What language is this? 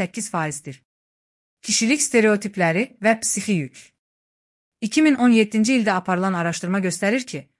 Azerbaijani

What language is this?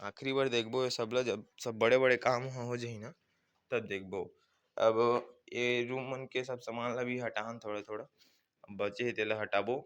Chhattisgarhi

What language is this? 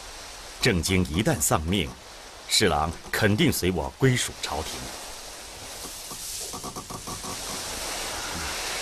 Chinese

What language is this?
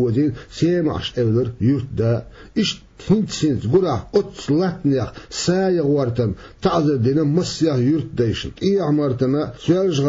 Chechen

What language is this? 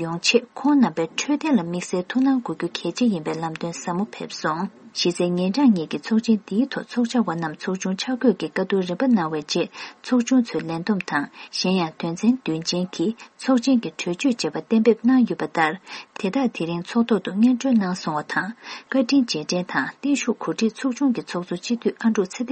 Tibetan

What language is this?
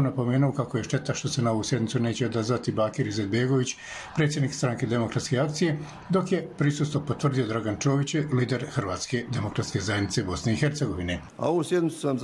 Bosnian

